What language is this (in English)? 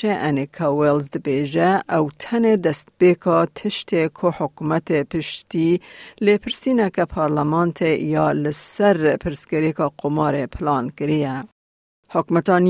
Kurdish